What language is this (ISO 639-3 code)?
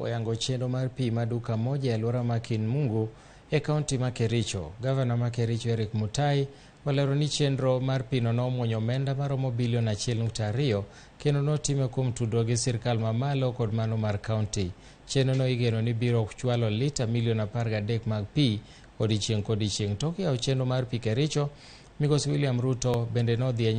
luo